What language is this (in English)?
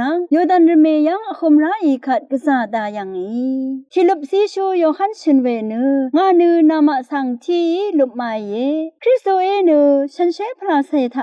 Rawang